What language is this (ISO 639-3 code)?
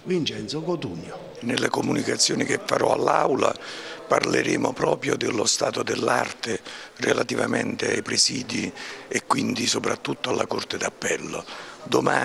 ita